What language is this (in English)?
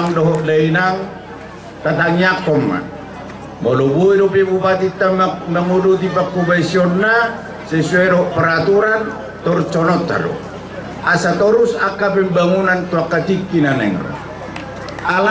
Batak Toba